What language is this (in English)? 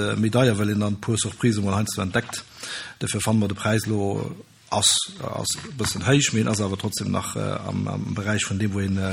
Luxembourgish